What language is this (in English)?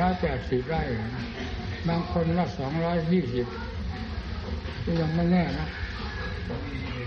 Thai